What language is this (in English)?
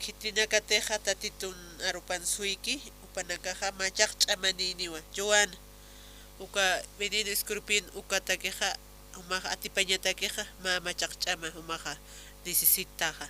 Aymara